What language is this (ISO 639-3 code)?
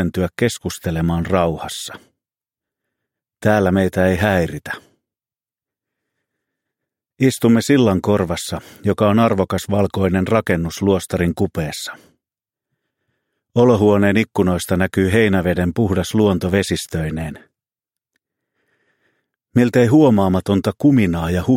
fin